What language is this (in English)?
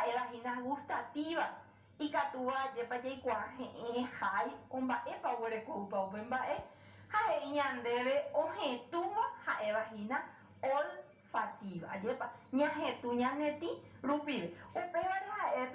Guarani